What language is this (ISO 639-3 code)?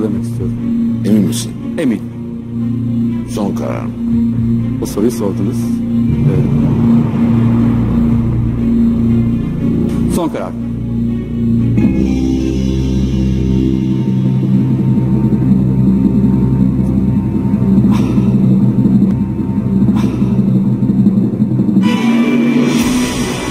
tur